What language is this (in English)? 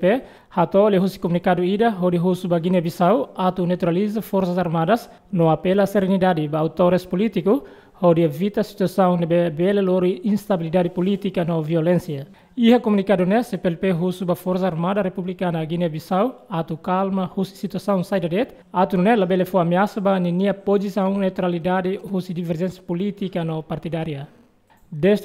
Tetum